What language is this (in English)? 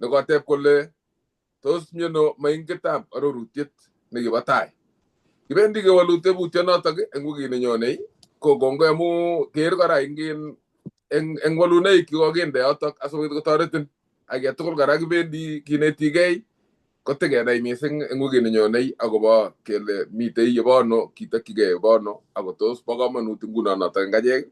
Kalenjin